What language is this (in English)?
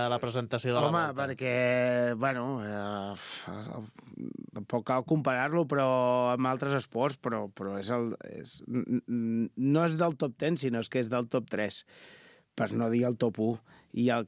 Catalan